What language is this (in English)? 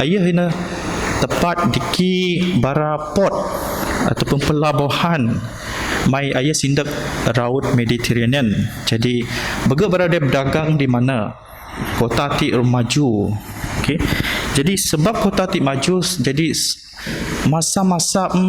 Biatah Bidayuh